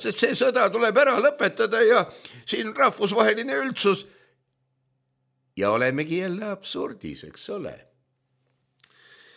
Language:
Estonian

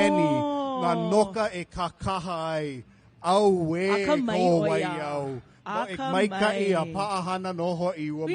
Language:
Hawaiian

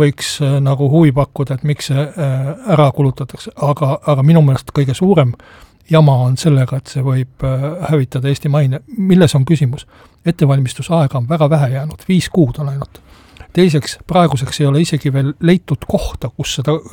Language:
Estonian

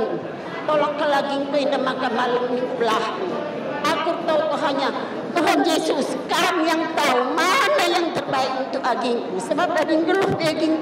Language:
Batak Karo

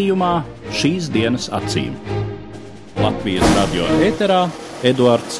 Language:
Latvian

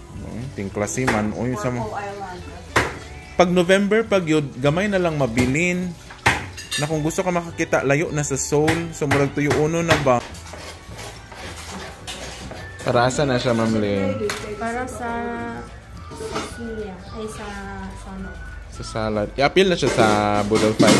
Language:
Cebuano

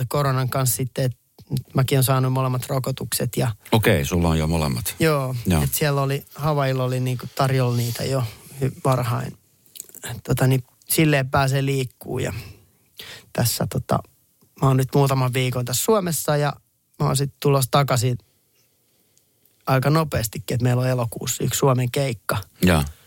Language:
Finnish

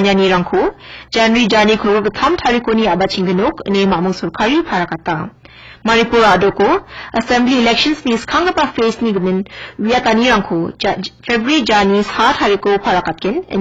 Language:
Garo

